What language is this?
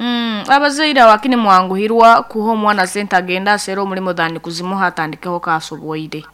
Nyankole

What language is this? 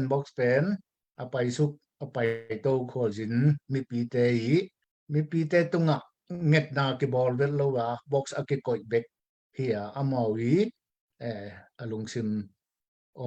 Tedim Chin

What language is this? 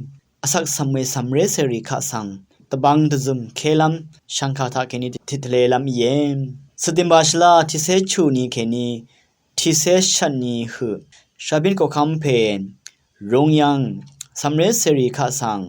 Rawang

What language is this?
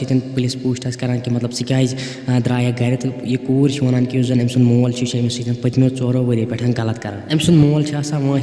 Kashmiri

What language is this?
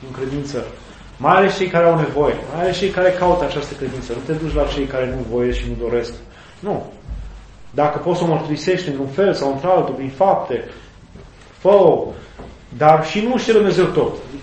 Romanian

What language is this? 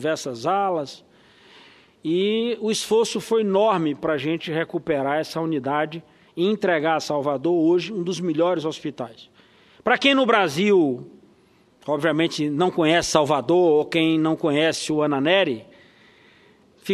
Portuguese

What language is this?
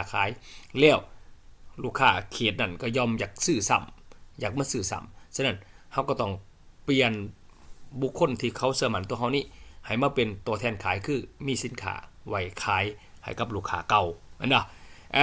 Lao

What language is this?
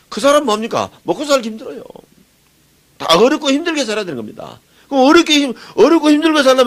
Korean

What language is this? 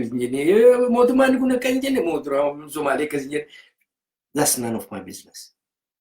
Oromo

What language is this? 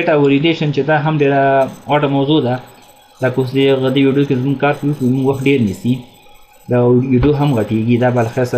Pashto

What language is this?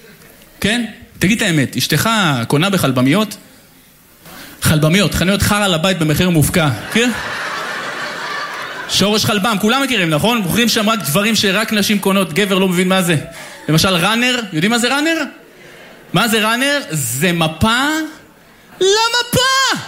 Hebrew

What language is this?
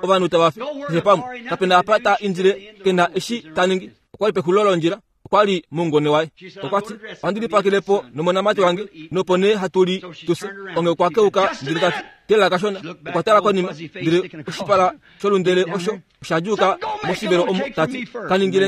Kuanyama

